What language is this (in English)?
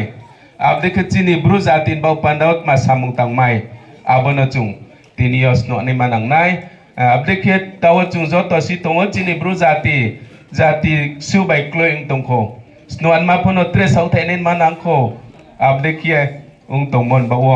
Riang (India)